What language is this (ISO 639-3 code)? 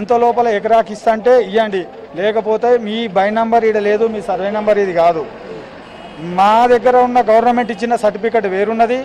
tel